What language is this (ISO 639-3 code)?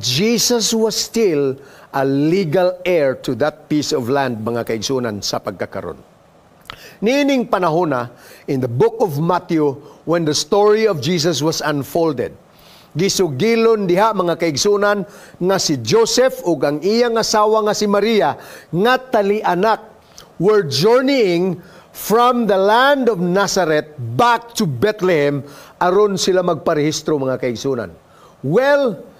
ceb